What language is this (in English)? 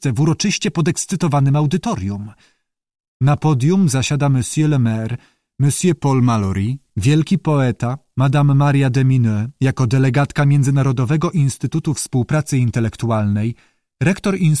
Polish